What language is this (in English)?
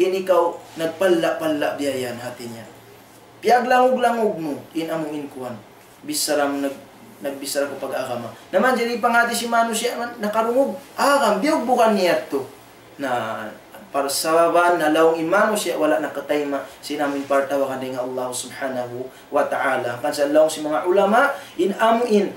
Tausug